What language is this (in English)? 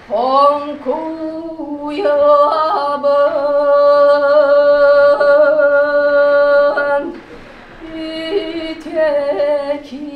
Yakut